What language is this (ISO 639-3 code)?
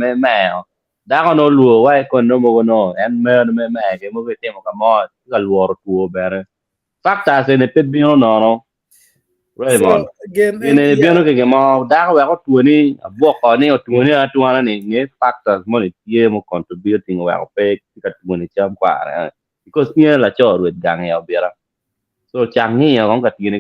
ach